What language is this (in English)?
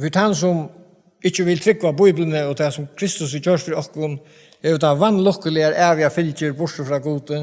Faroese